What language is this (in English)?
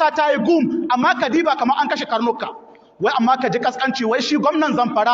Hausa